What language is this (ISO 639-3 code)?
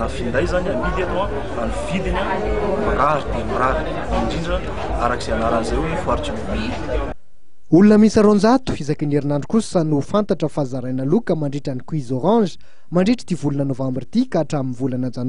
mlg